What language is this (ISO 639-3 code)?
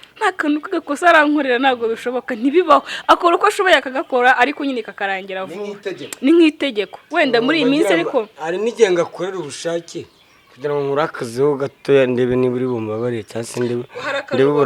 kin